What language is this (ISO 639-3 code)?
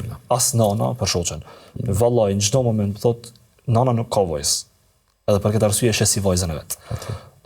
sqi